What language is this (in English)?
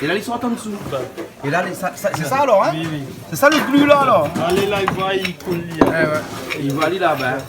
Réunion Creole French